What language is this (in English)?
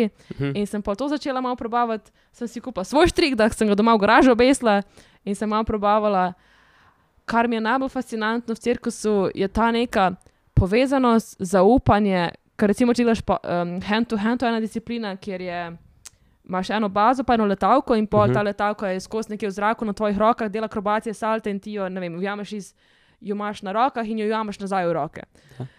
Slovenian